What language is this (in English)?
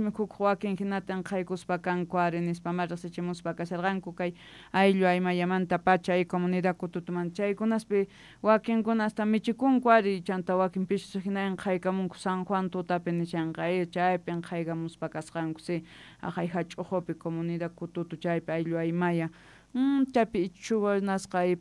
South Bolivian Quechua